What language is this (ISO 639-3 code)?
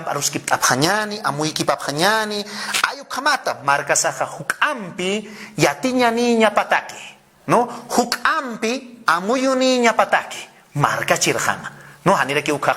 aym